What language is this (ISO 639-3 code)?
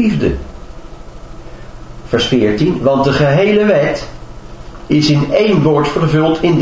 nld